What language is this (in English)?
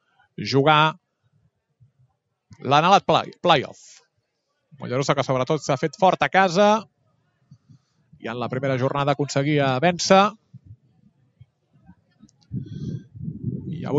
Catalan